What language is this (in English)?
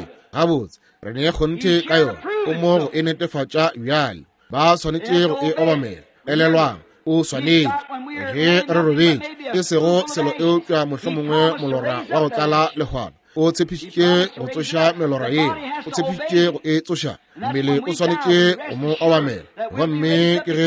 Northern Sotho